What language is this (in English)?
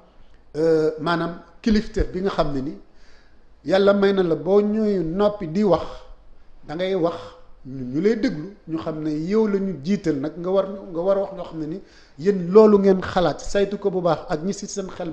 Wolof